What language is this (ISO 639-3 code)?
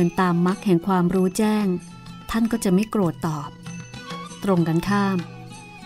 tha